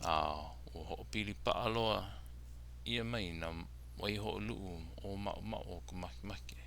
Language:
Hawaiian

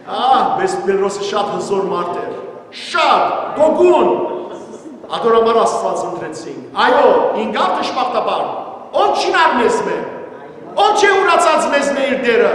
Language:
Western Armenian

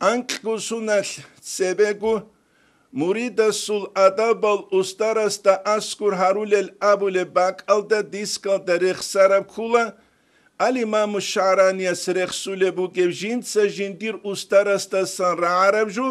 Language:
Avaric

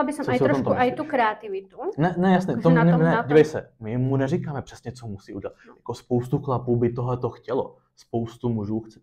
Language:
Czech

